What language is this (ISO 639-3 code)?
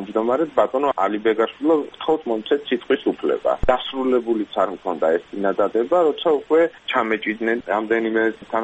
kat